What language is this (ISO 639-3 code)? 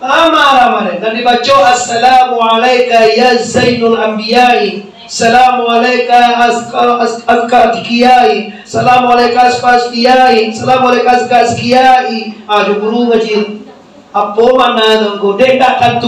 min